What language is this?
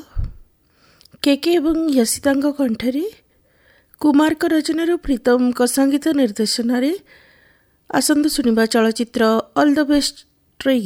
Odia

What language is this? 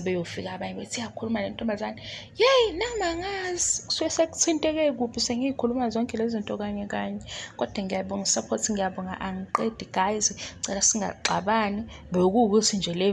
Zulu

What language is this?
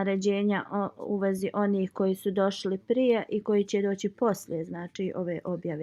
Bosnian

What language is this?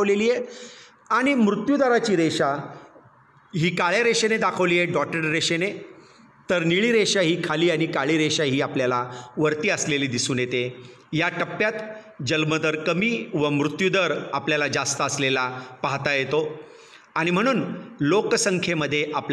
Marathi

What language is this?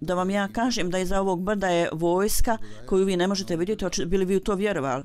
Bosnian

